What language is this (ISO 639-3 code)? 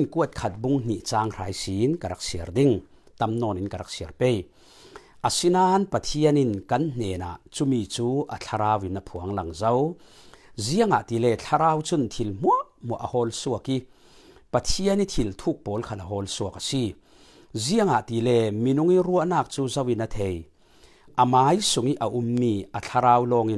cfm